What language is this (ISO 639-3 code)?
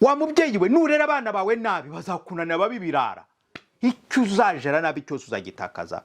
kin